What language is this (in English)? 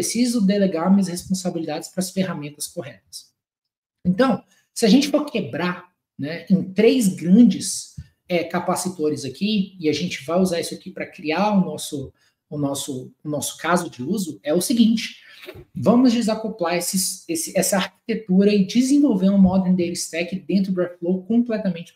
Portuguese